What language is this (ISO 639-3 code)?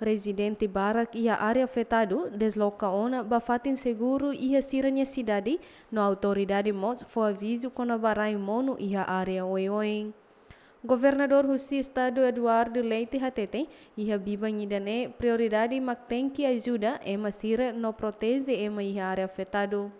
tet